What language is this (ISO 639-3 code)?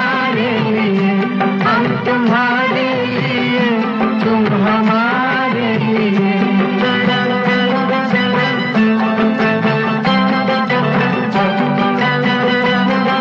hin